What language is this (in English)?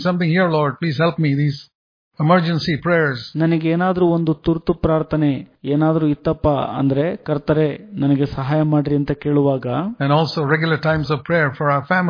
Kannada